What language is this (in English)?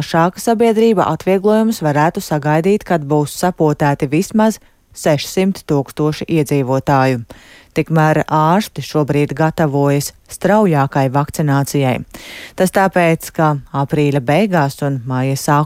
Latvian